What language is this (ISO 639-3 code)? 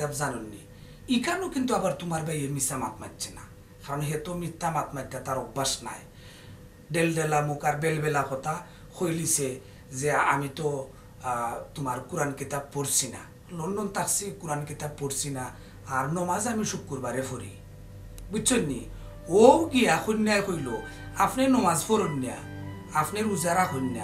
syl